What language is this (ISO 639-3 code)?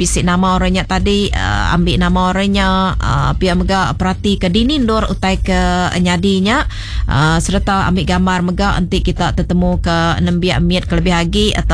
iba